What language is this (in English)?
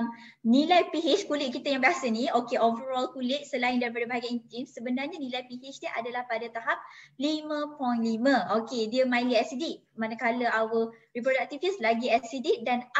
Malay